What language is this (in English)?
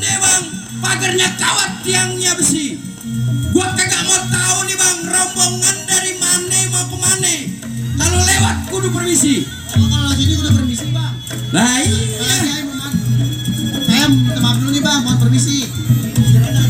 Betawi